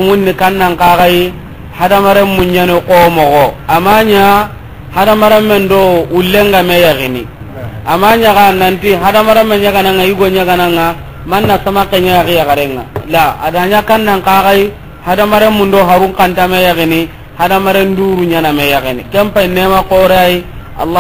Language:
Soninke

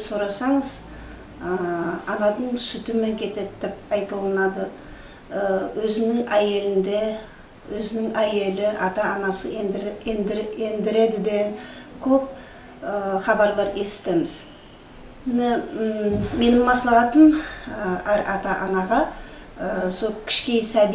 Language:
Nogai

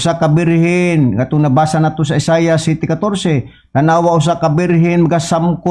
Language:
Cebuano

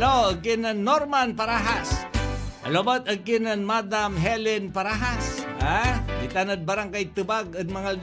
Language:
Pangasinan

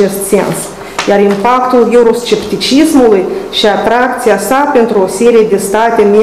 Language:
Romanian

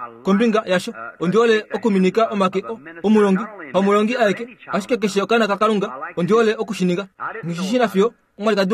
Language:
Kuanyama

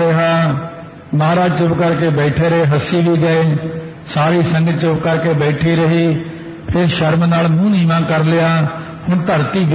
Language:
Punjabi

